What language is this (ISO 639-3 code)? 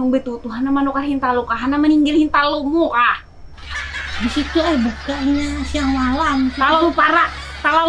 bjn